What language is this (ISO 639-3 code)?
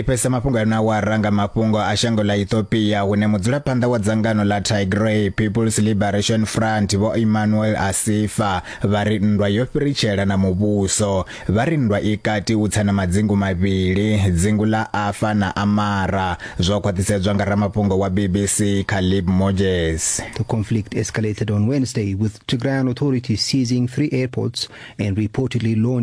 ven